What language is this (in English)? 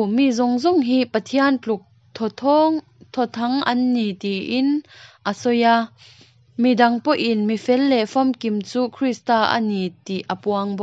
Mizo